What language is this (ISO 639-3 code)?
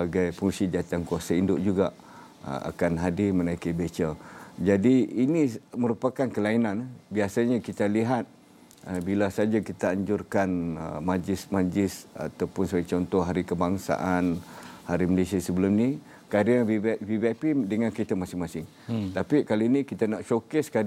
msa